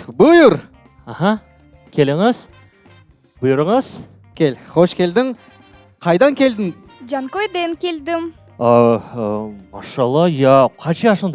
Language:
Crimean Tatar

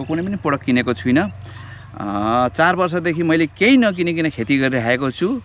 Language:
Nepali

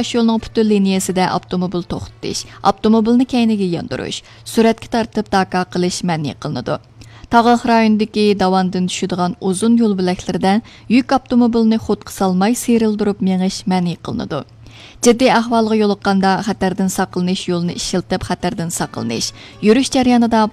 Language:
Uyghur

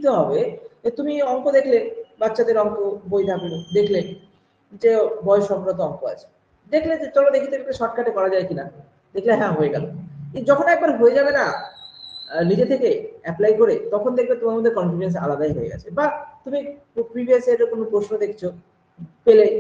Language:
Bangla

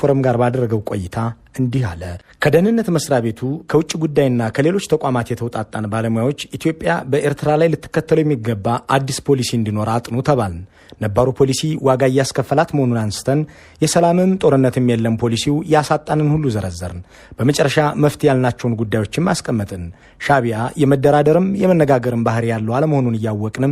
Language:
Amharic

